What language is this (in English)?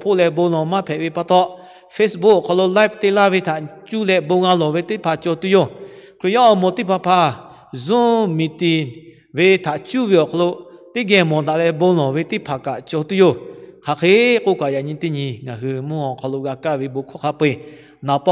Lahu